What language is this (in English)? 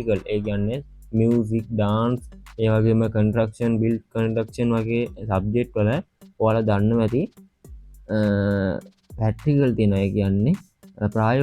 Sinhala